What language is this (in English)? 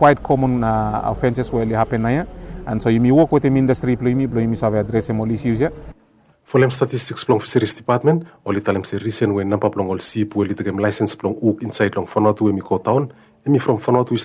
Bislama